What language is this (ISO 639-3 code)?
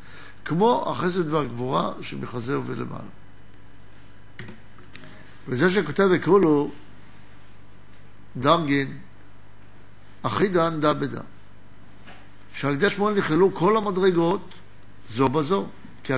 heb